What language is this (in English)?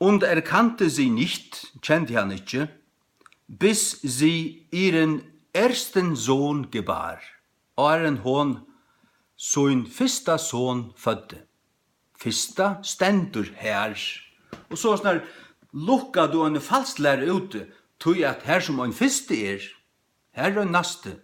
Faroese